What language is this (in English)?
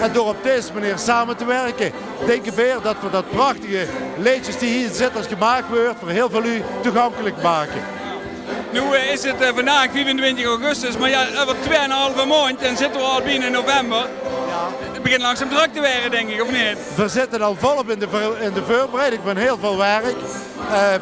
Limburgish